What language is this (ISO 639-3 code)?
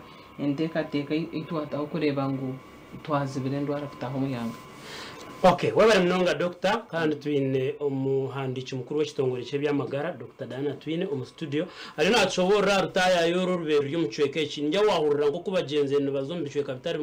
nyn